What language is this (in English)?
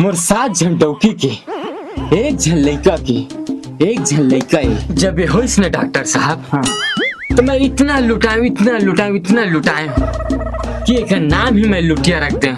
Chhattisgarhi